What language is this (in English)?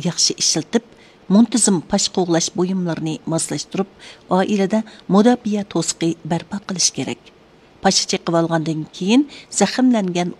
Uyghur